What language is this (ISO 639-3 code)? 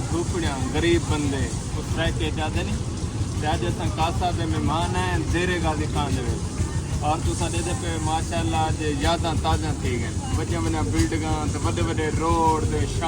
skr